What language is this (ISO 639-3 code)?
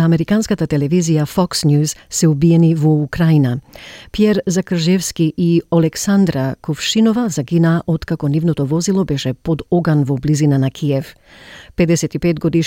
mkd